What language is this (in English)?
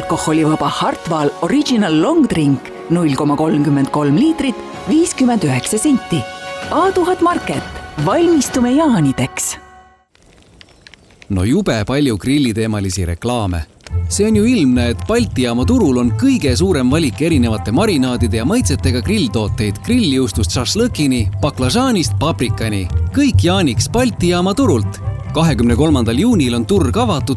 Estonian